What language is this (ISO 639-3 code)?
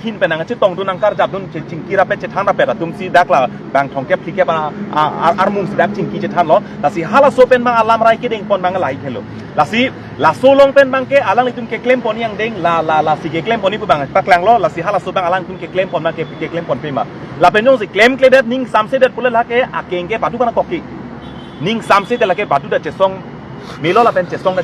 mjw